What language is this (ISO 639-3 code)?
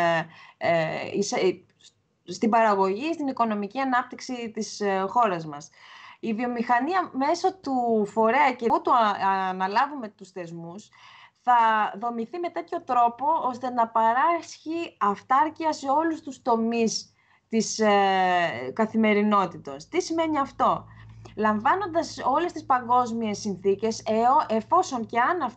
ell